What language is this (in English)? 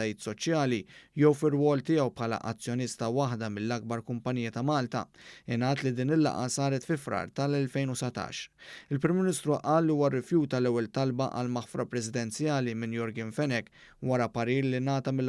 Maltese